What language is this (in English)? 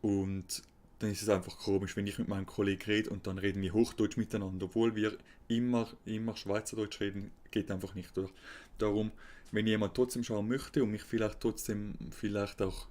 Swiss German